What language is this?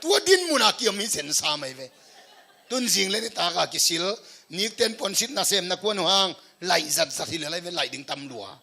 Tedim Chin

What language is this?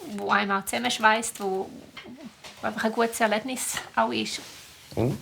Swiss German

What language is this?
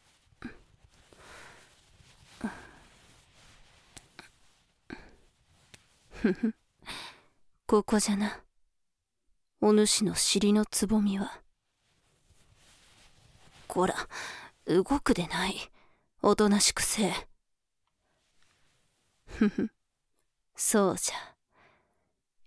Japanese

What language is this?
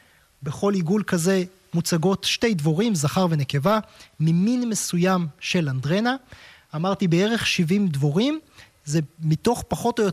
Hebrew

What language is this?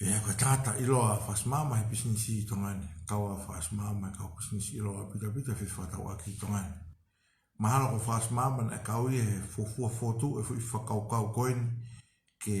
Tongan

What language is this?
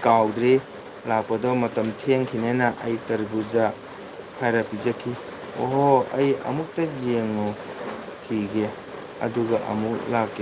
Manipuri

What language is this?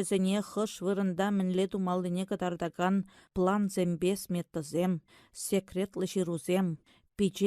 Chuvash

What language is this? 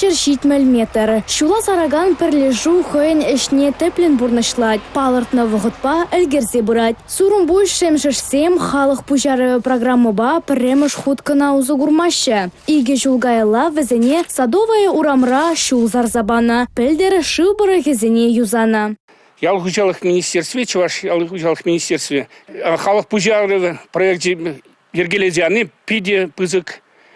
Chuvash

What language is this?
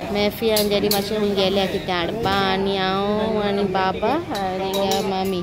Konkani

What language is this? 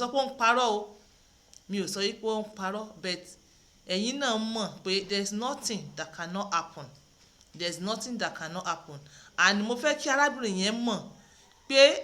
Yoruba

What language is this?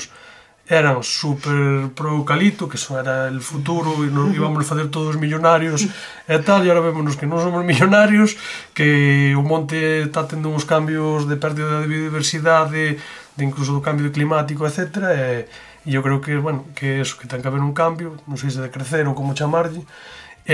Galician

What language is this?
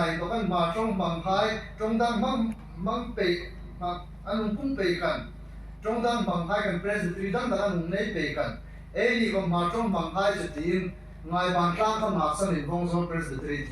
Hmar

